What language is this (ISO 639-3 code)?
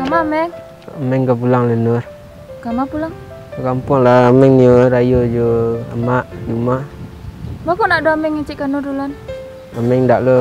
min